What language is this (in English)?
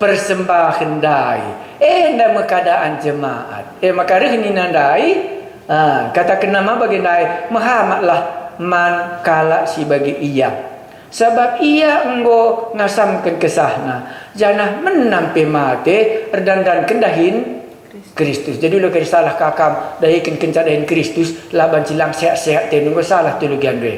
Batak Karo